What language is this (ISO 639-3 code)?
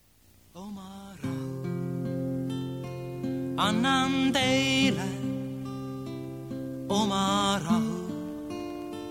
est